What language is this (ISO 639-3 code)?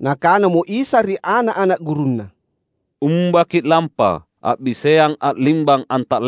mak